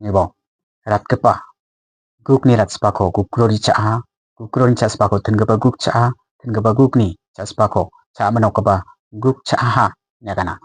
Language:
Garo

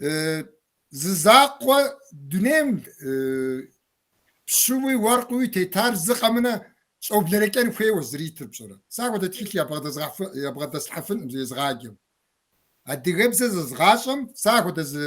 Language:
Kabardian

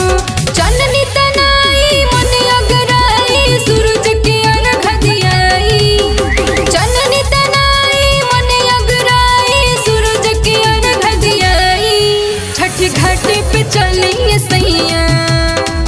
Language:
Bhojpuri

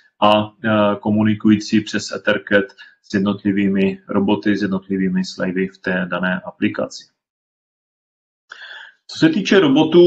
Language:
Czech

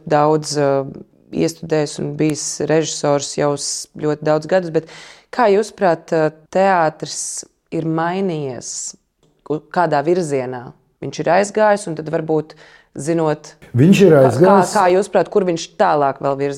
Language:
Latvian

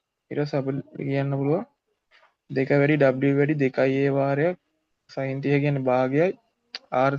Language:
Sinhala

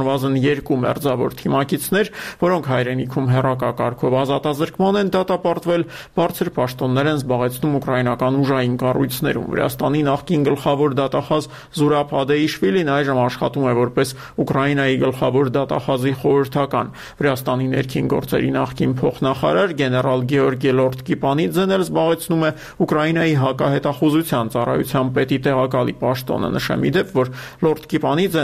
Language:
Armenian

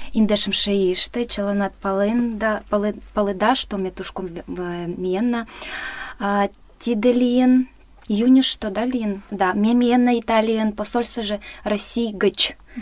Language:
Mari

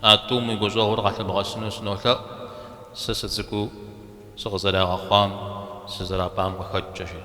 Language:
Kabardian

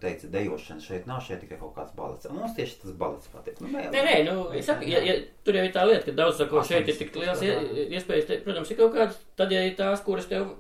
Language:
Latvian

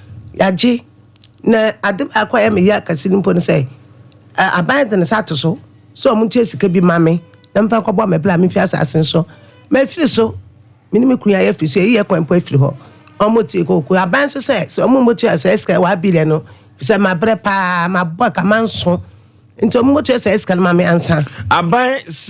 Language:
Akan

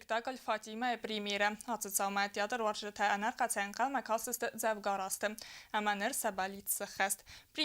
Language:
Ossetic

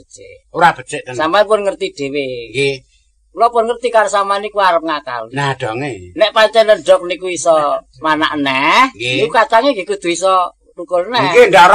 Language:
Javanese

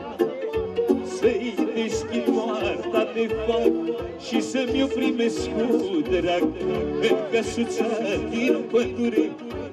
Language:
Romanian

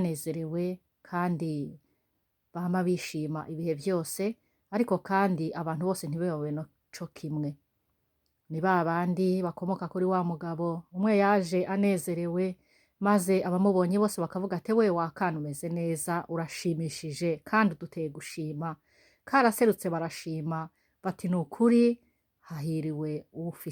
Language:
Rundi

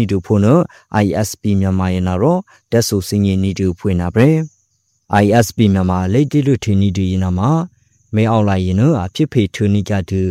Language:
Burmese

